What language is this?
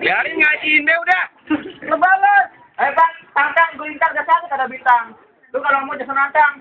Betawi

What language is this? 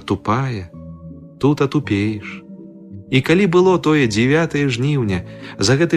Belarusian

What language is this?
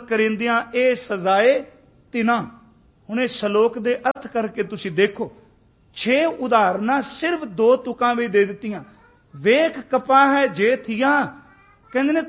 Punjabi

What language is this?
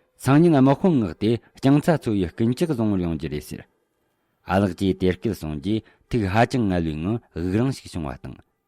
Tibetan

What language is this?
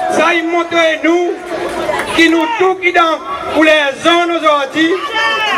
Seselwa Creole French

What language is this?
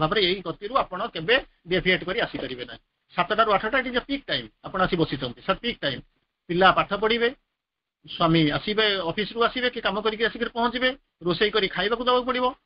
Odia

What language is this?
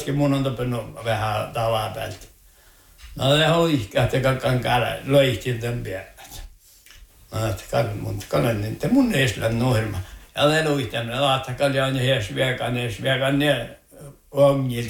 Northern Sami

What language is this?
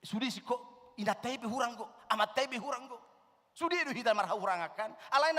Batak Toba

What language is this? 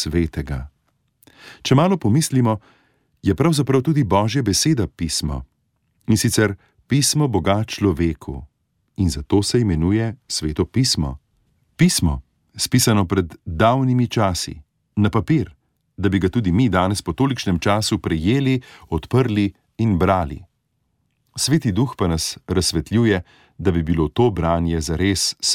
Slovenian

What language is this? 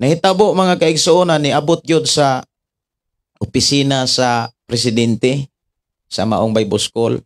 Cebuano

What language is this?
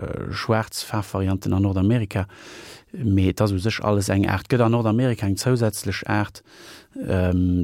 Luxembourgish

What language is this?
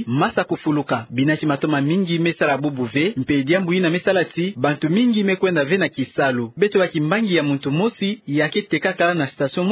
Kituba (Democratic Republic of Congo)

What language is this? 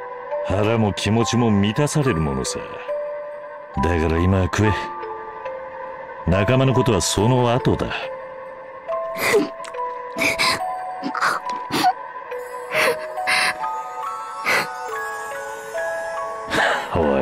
Japanese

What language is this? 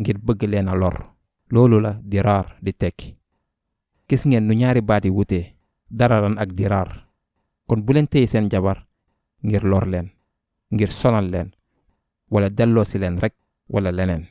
Wolof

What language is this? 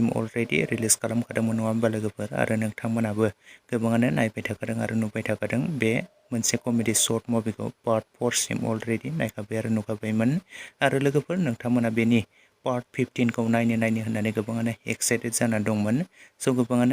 Bodo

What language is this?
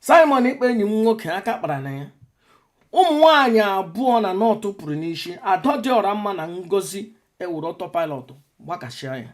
Igbo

